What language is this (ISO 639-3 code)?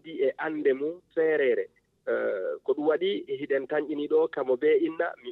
ful